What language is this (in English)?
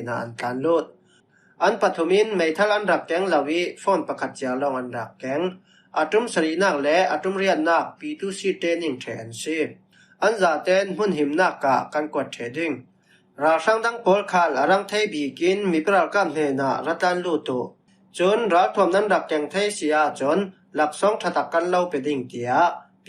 Falam Chin